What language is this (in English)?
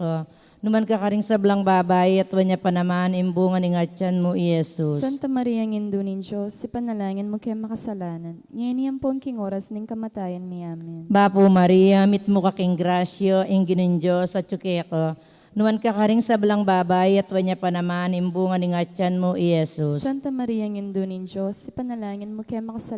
Pampanga